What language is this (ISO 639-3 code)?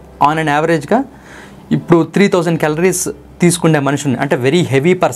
tel